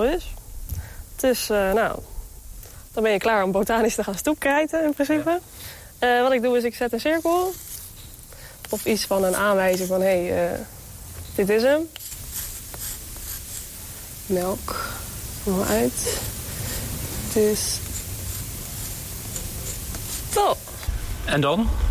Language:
Dutch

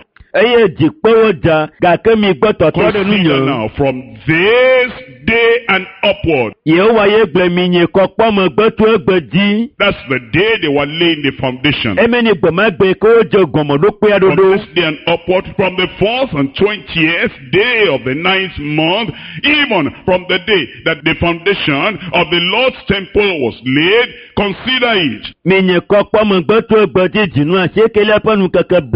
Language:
Ewe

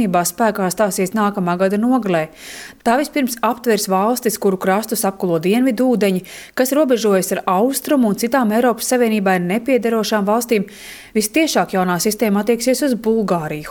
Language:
Latvian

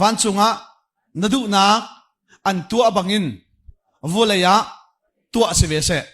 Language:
Hakha Chin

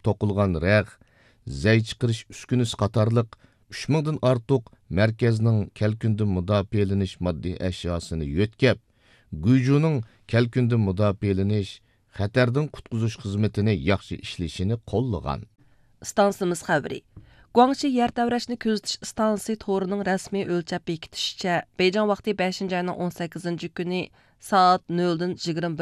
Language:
Uyghur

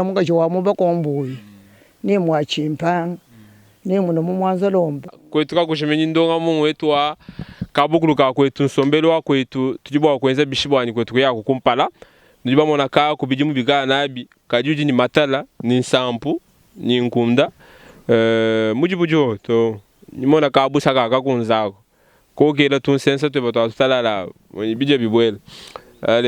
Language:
Luba-Lulua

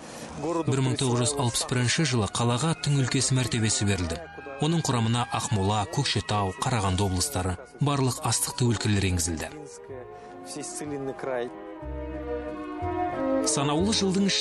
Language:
Kazakh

